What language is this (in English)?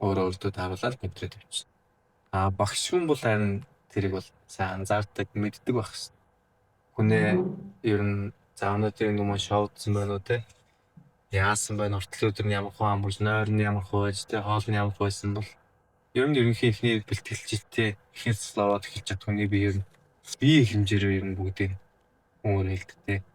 Mongolian